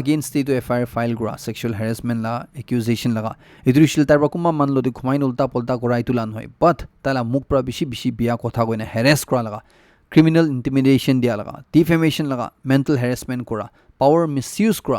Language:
Naga Pidgin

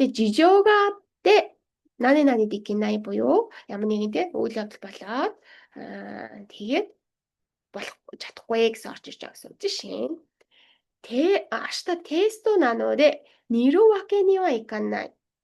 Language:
Mongolian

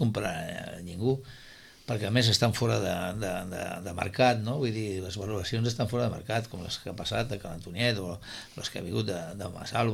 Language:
Catalan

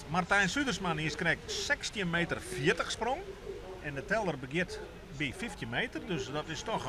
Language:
Western Frisian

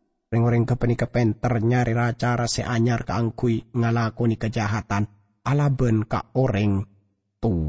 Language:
Madurese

